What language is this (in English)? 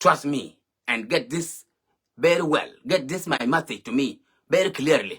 Nuer